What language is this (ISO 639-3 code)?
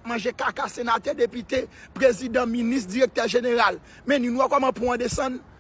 hat